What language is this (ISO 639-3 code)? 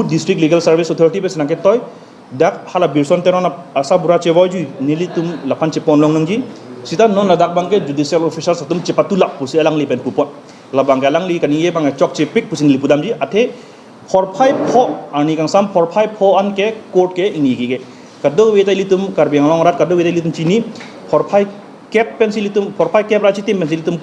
mjw